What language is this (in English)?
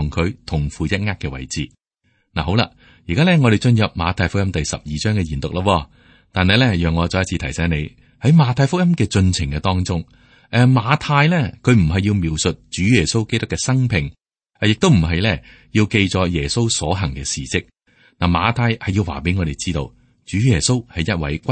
Cantonese